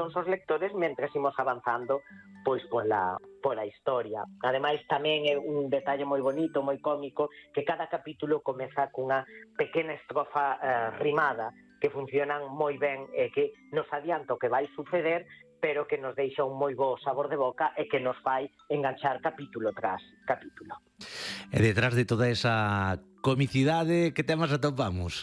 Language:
Galician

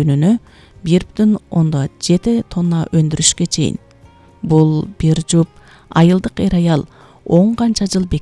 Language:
Kyrgyz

